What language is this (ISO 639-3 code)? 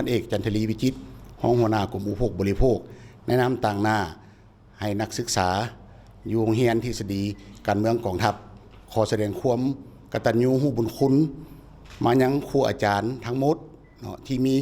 lao